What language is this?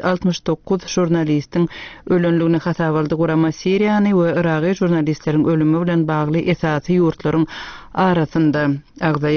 Turkmen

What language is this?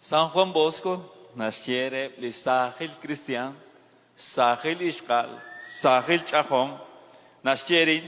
Kekchí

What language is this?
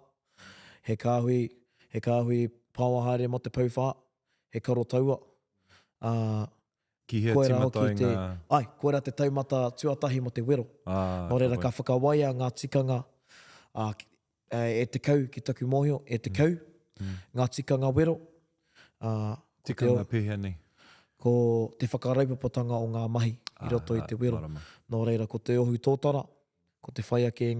Māori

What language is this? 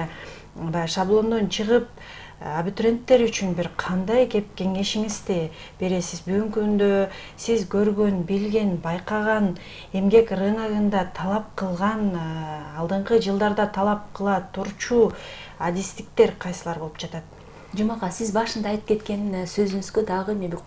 Kyrgyz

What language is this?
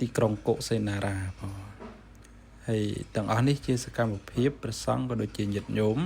Khmer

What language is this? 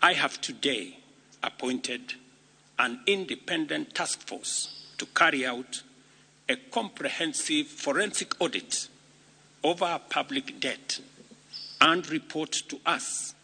Luo (Kenya and Tanzania)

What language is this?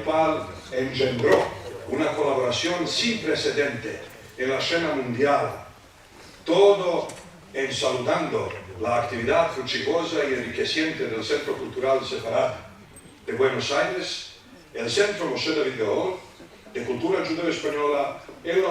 Ladino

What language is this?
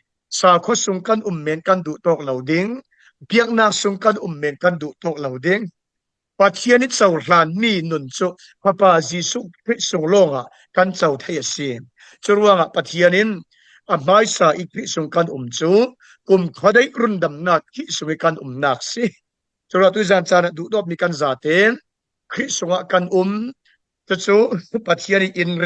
Falam Chin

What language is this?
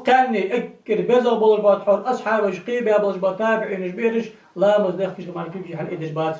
Ingush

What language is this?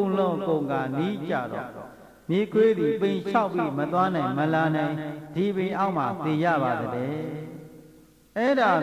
Burmese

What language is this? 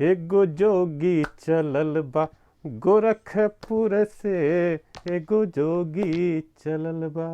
Bhojpuri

